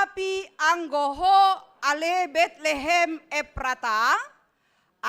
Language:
Batak Simalungun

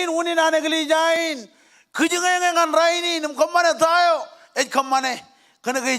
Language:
Marshallese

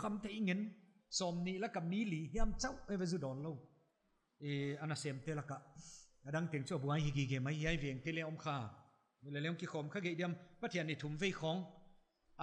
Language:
Paite Chin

